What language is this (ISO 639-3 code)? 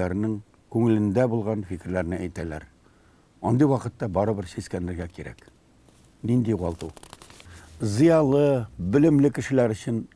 tat